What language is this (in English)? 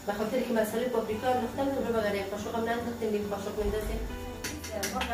Persian